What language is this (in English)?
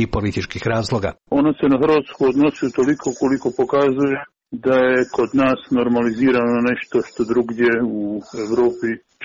Croatian